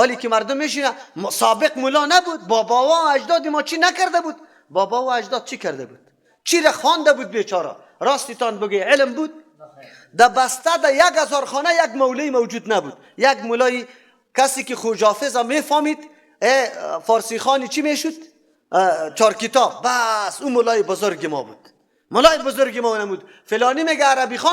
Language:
Persian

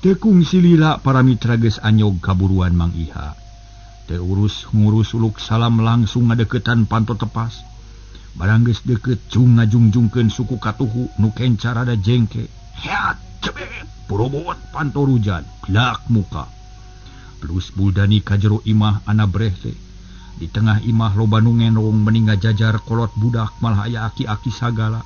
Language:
Sundanese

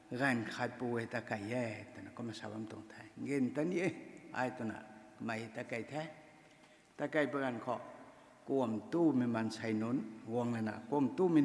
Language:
Rongmei Naga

